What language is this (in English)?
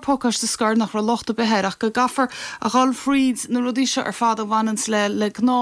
Irish